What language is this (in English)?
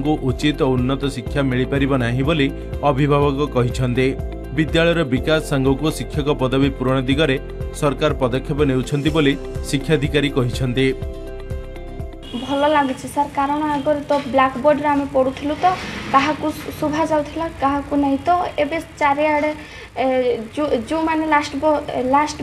Odia